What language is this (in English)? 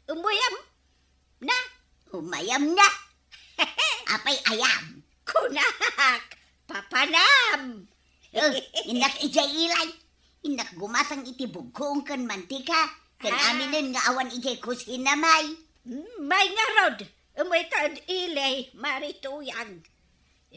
Iloko